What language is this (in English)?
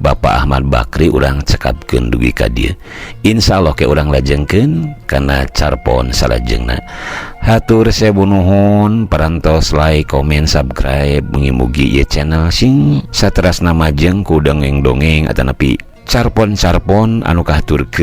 Sundanese